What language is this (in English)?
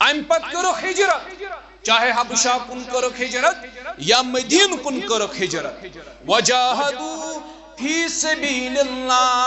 Kashmiri